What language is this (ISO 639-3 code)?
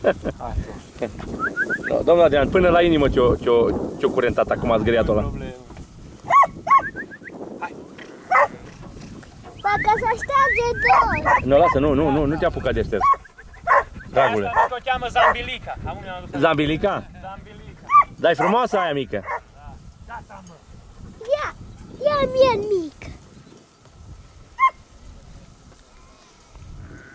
ron